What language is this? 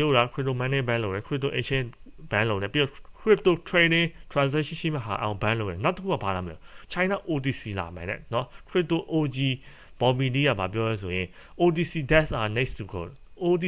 Burmese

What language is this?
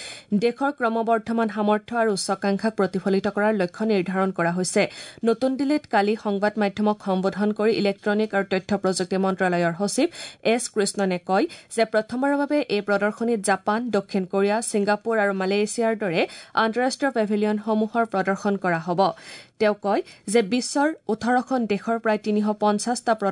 Assamese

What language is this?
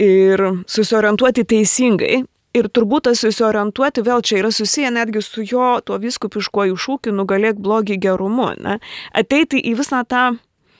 Lithuanian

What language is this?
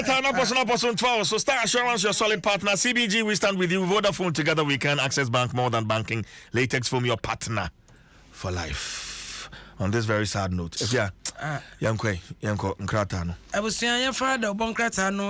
Akan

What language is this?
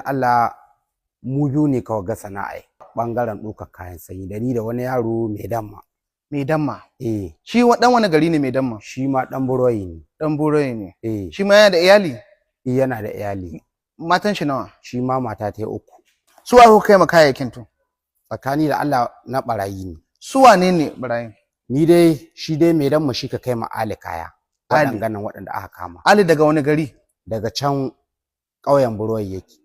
Hausa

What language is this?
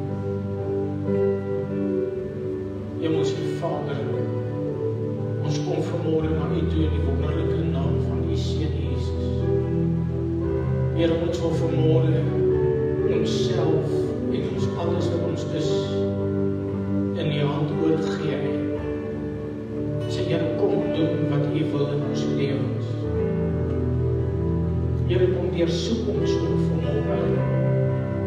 Afrikaans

